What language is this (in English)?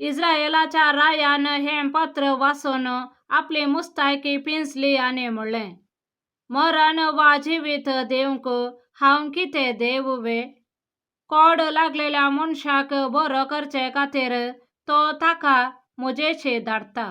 Konkani